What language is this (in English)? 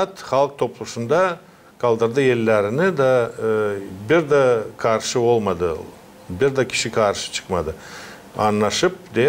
Gagauz